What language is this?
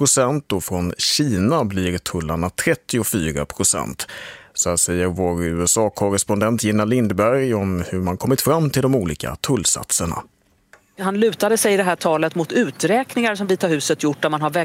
Swedish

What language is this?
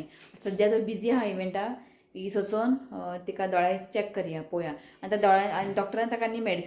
Konkani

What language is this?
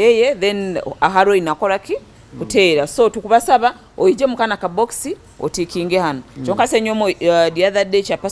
Nyankole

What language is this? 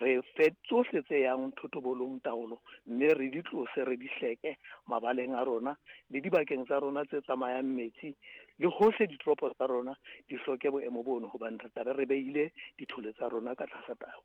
Southern Sotho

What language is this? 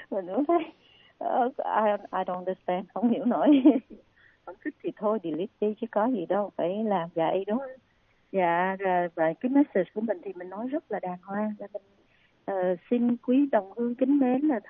Vietnamese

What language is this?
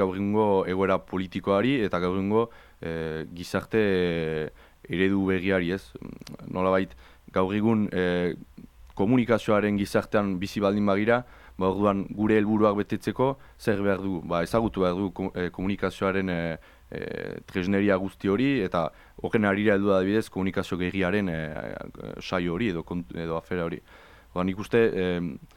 Basque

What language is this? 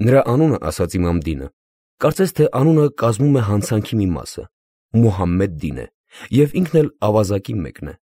Armenian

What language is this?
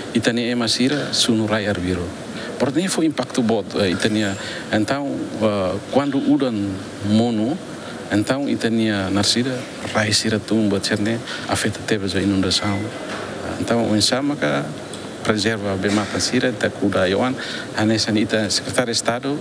Tetum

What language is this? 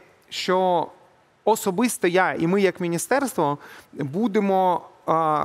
Ukrainian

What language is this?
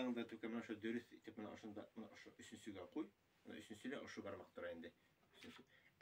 Bashkir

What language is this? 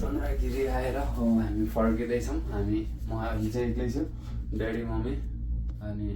Nepali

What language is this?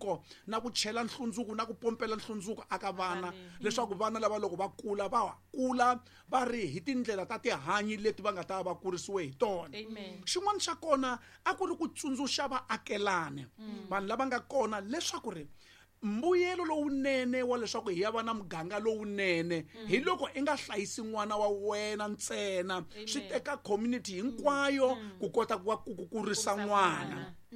Tsonga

